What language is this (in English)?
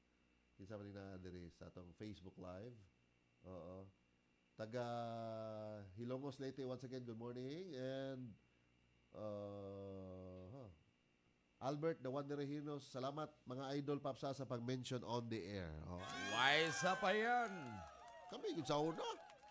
Cebuano